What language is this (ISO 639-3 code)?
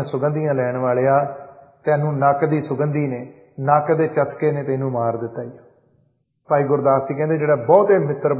pan